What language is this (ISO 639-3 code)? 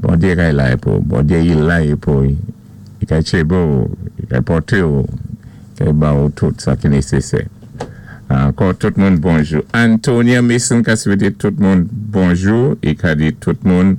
acf